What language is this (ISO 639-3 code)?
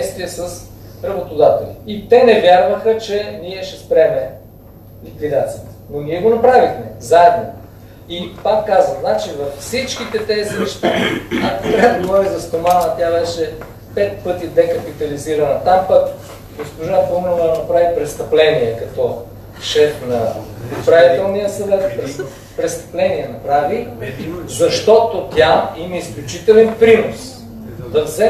bul